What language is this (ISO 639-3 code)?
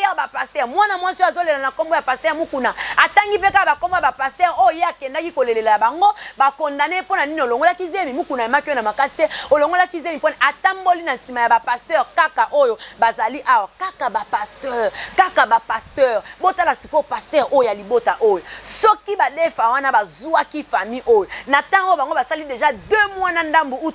lin